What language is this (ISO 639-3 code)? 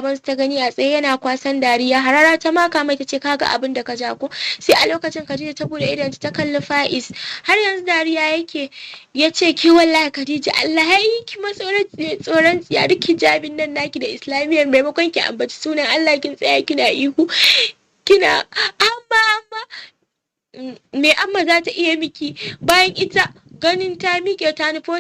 hau